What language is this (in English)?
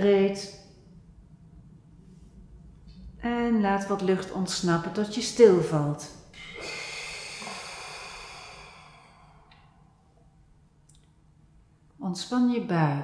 Dutch